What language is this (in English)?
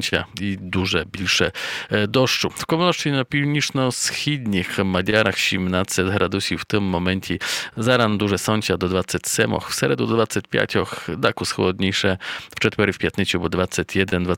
Rusyn